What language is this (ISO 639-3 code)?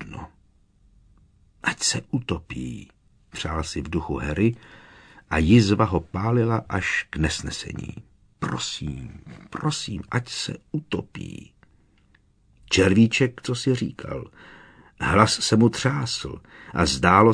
ces